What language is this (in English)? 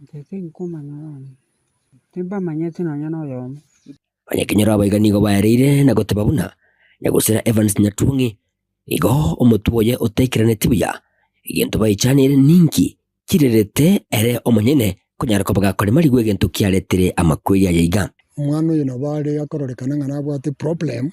Gusii